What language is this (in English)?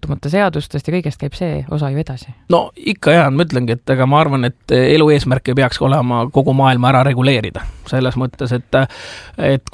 Estonian